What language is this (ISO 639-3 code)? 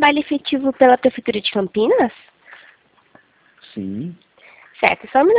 por